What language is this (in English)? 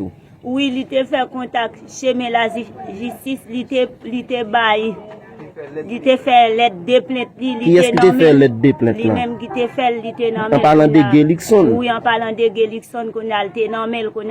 Haitian Creole